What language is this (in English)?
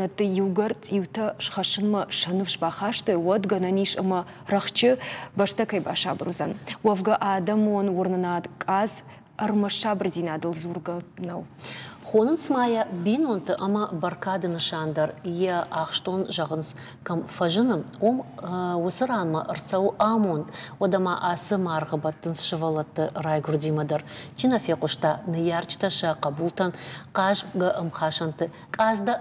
Ossetic